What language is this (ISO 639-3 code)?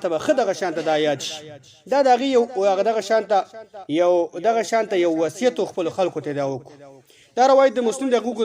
pus